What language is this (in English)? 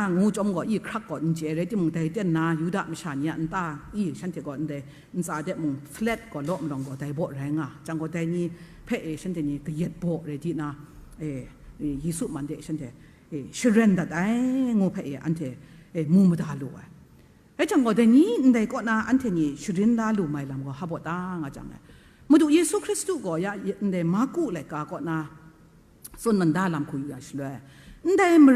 Kachin